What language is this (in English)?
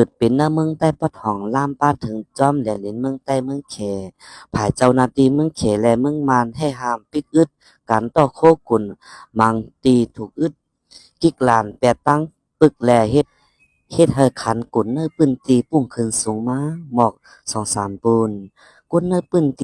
Shan